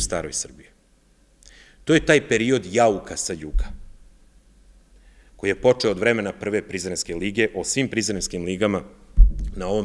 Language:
Serbian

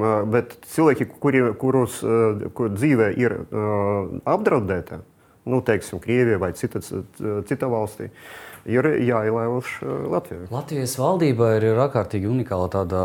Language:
Latvian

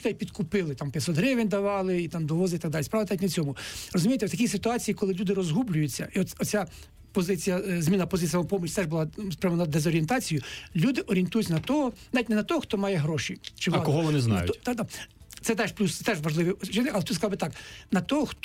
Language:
Ukrainian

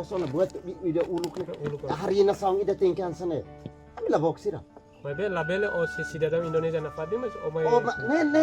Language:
Tetum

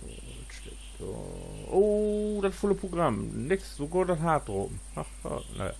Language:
Low German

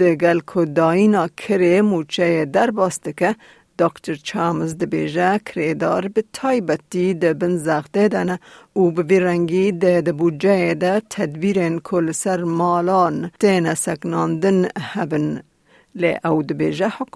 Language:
Kurdish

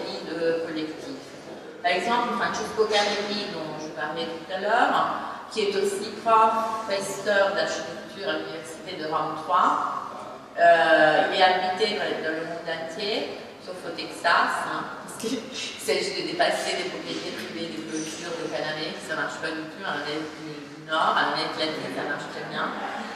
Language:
French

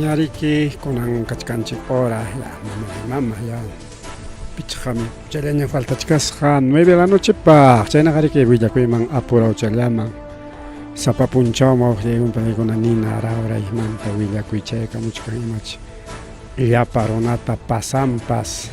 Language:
Ayacucho Quechua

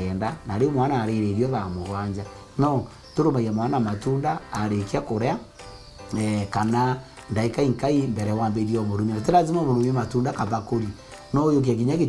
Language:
Meru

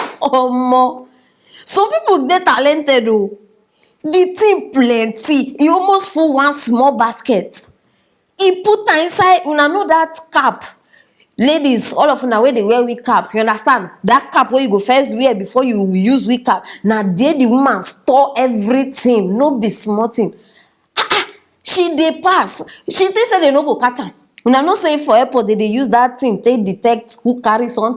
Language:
Nigerian Pidgin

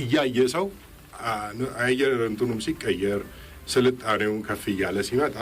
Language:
Amharic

